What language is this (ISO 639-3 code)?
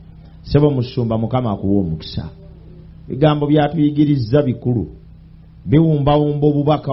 lug